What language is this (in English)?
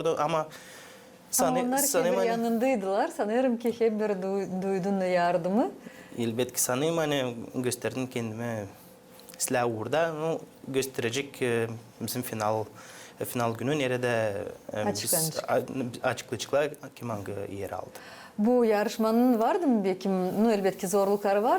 Gagauz